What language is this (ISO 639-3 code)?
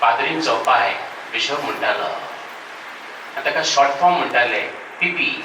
kok